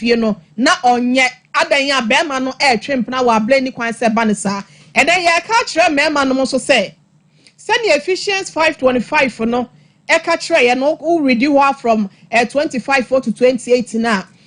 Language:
Akan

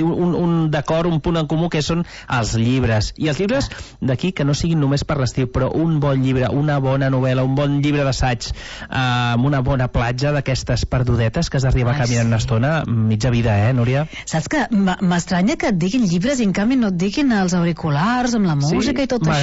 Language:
Catalan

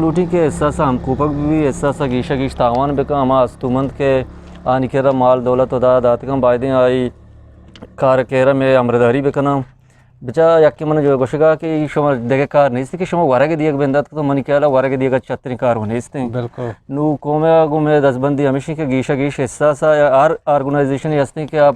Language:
Eastern Balochi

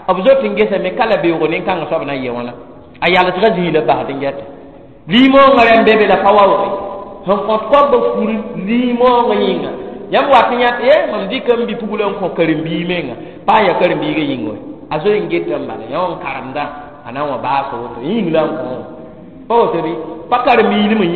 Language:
Mossi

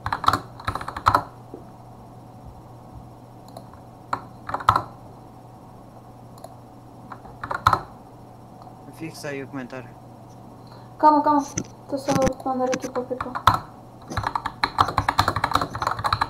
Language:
Portuguese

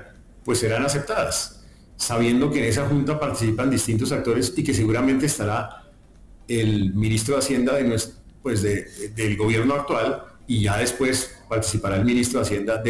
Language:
Spanish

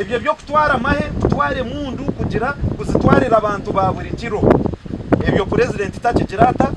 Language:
Nyankole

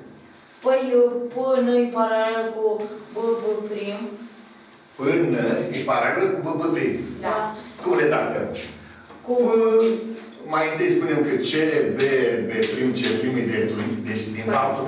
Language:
Romanian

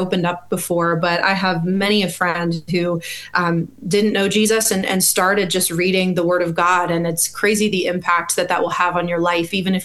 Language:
English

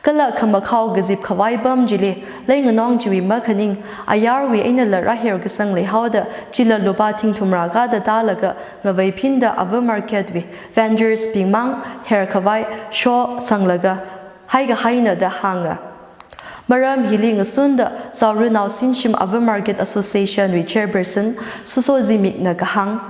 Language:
Tangkhul Naga (India)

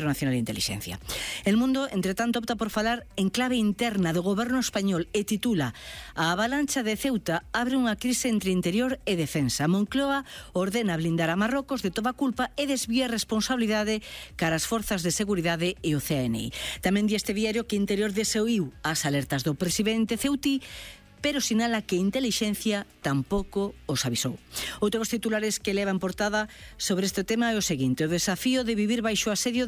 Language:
Galician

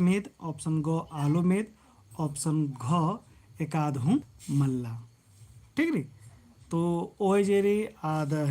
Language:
Kurukh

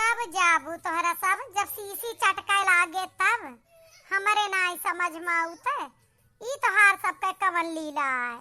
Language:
Awadhi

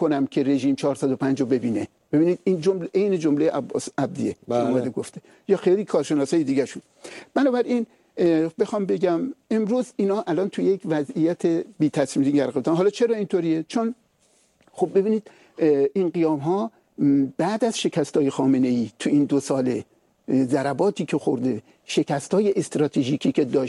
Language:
Persian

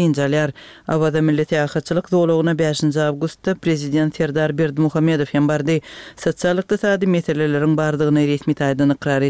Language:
Turkmen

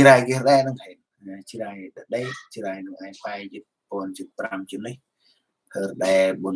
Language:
Central Mnong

